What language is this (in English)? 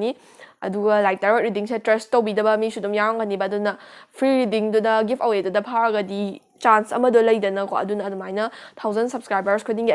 Manipuri